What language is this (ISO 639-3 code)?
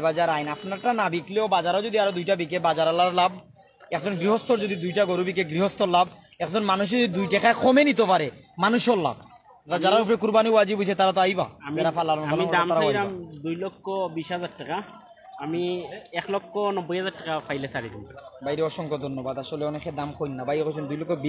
syl